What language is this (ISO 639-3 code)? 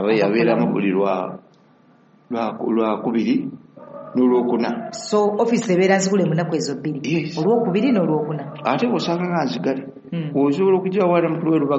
lug